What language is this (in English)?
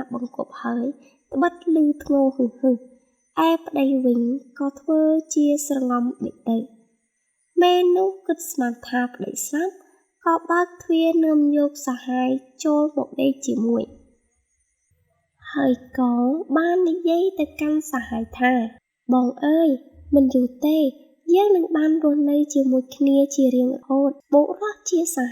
Khmer